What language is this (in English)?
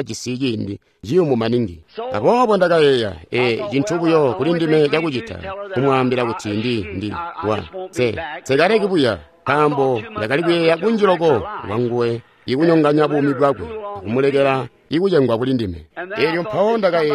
Tonga (Zambia)